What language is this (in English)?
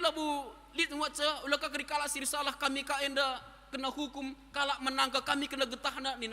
Batak Karo